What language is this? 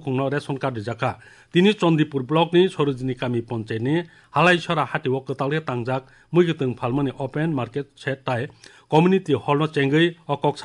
Kok Borok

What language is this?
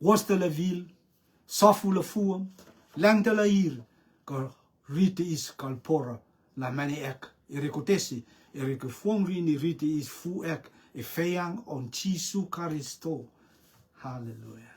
Rotuman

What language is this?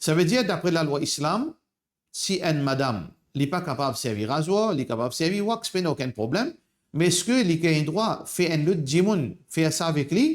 Morisyen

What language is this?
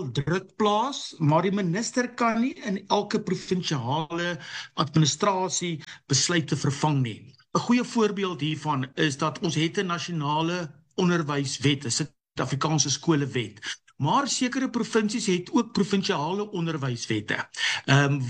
Afrikaans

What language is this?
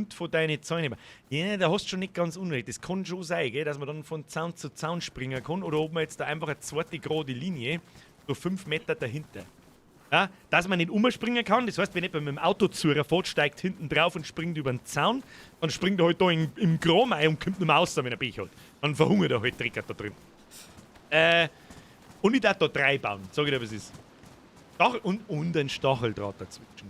Bavarian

